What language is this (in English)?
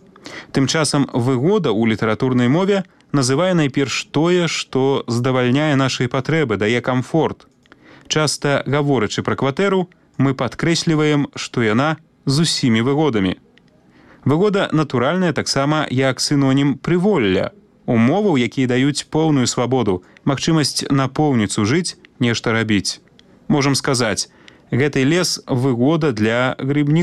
Belarusian